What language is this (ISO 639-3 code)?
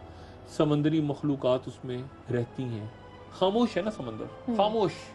urd